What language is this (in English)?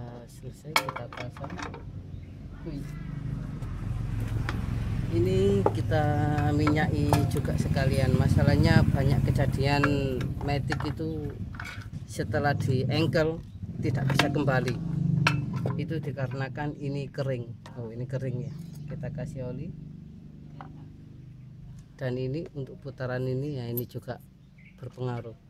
Indonesian